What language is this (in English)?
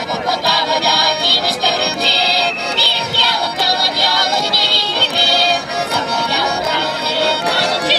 Chuvash